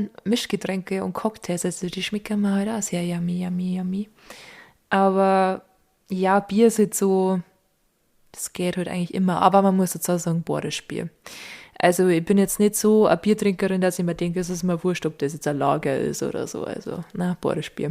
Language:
Bavarian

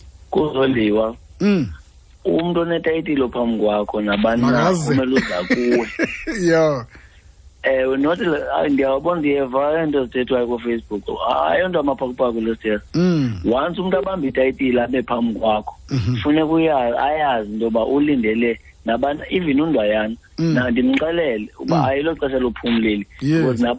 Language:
Xhosa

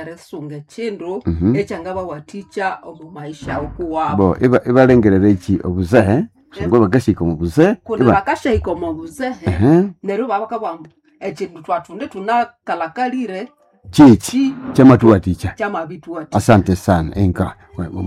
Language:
Nande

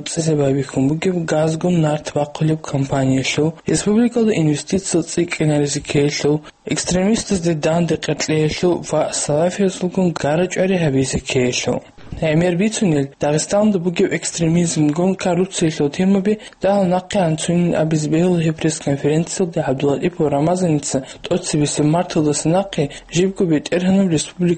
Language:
Avaric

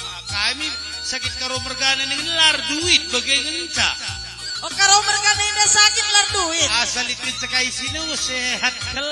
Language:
Batak Karo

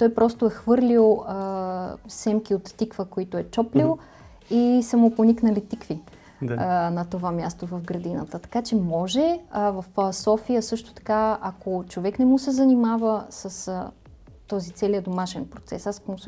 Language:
Bulgarian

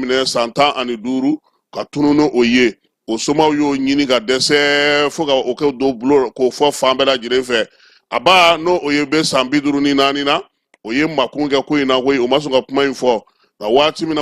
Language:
Bambara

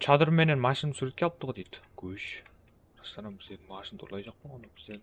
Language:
Kara-Kalpak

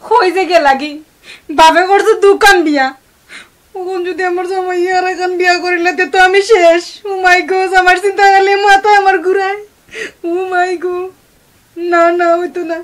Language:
Sylheti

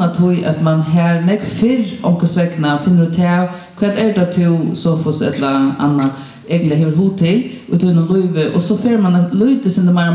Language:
Faroese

